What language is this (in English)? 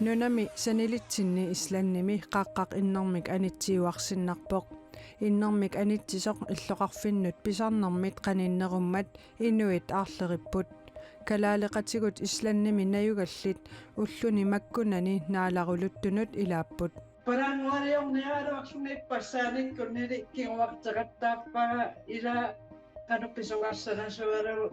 Kalaallisut